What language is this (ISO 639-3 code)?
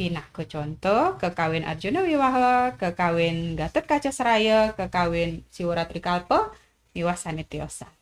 ban